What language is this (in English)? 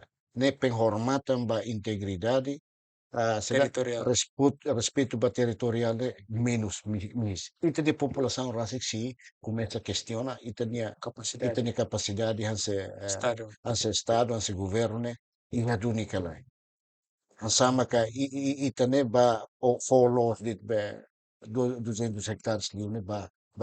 Tetum